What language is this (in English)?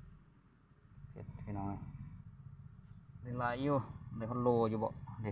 Lao